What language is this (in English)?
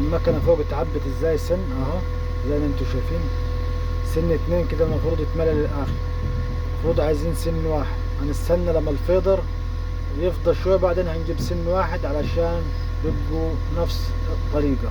Egyptian Arabic